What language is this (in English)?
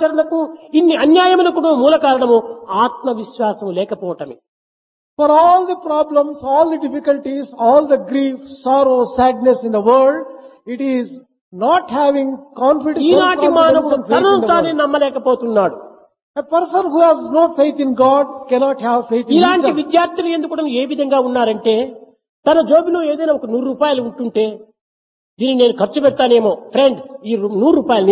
Telugu